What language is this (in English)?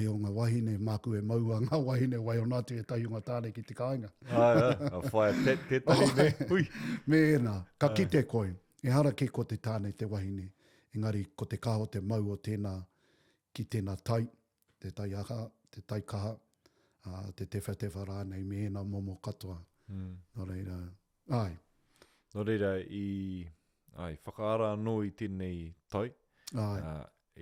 Māori